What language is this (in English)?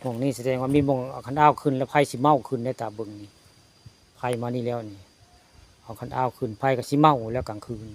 Northeastern Thai